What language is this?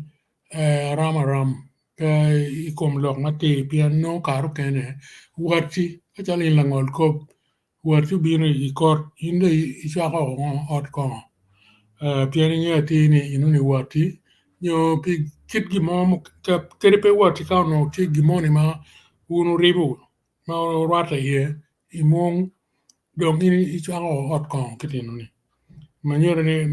Acoli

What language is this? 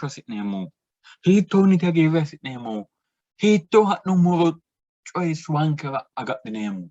Sidamo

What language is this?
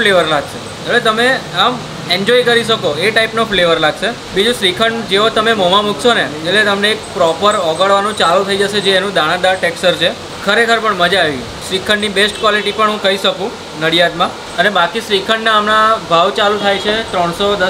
Gujarati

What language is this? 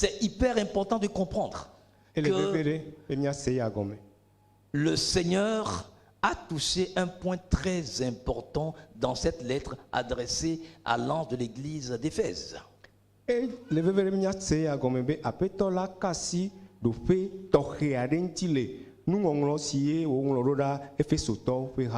Ewe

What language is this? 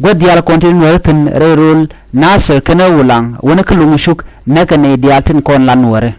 Nuer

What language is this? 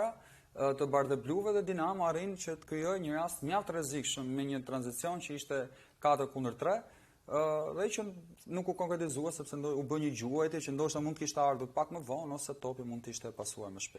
Albanian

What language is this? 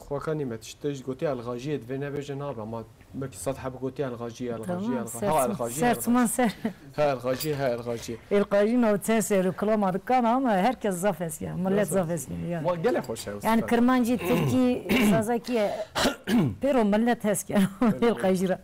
Kurdish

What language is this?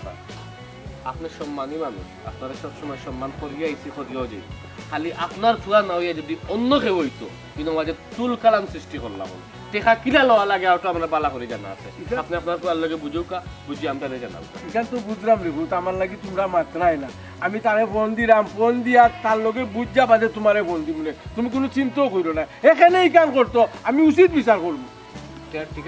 Sylheti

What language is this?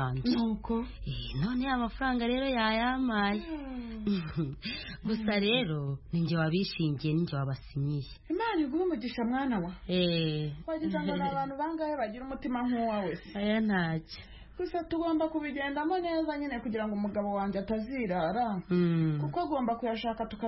Kinyarwanda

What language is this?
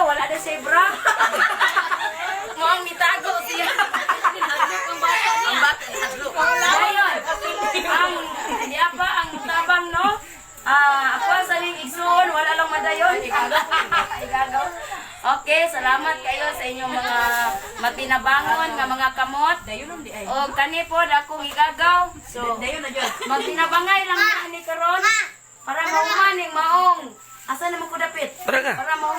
Cebuano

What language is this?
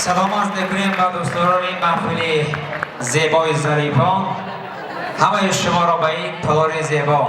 Tajik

